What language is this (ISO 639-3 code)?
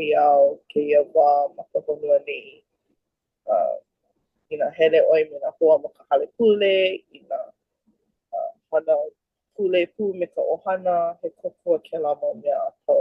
haw